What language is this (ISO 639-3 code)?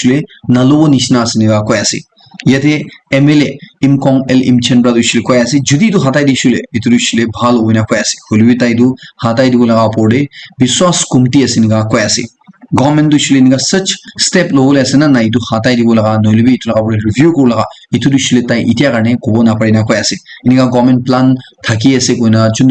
nag